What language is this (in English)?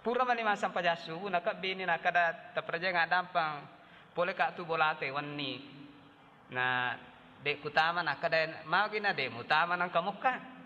Buginese